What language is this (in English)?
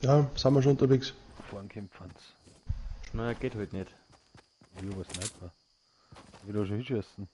Bavarian